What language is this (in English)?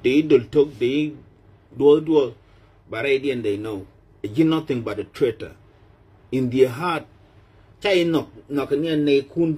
Nuer